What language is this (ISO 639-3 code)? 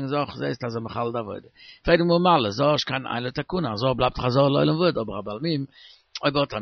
yid